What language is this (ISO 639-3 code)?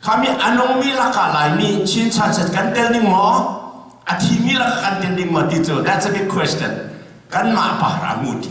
cnh